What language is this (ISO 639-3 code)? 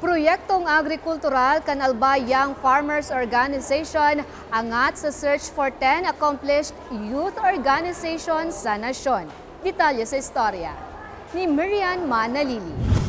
bik